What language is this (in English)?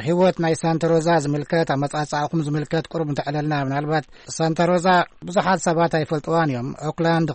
Tigrinya